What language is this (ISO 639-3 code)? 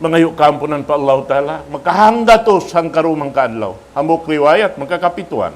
tsg